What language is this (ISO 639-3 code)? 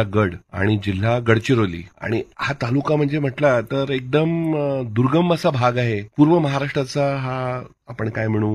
mar